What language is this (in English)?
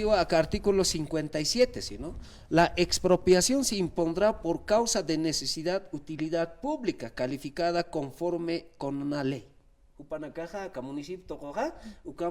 Aymara